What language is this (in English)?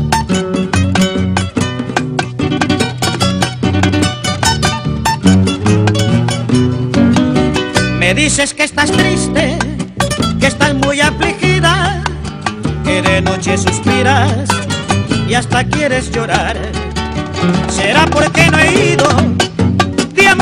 Spanish